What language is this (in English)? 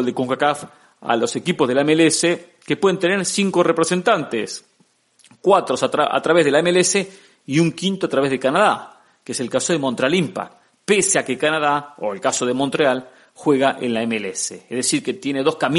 Spanish